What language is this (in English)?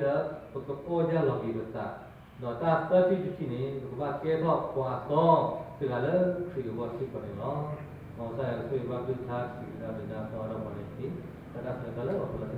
S'gaw Karen